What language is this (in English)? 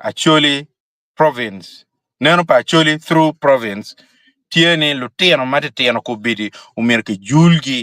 Acoli